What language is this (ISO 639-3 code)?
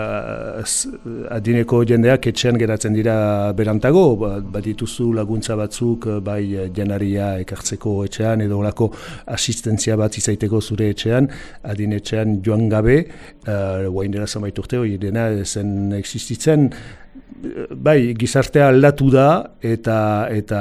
eus